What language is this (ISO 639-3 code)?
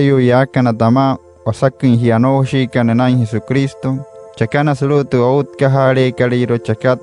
guc